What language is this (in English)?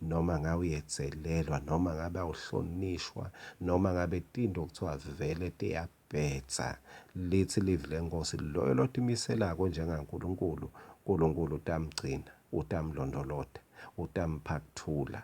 Swati